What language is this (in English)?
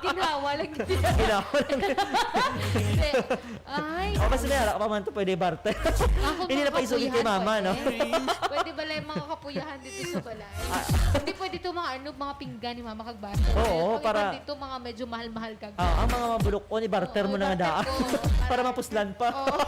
Hiligaynon